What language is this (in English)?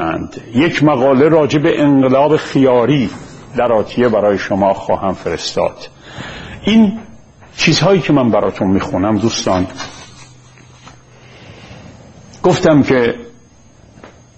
Persian